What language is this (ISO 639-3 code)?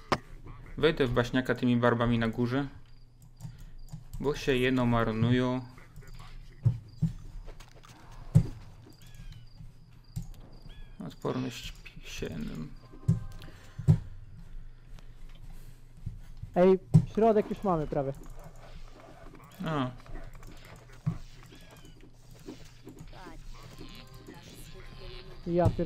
pol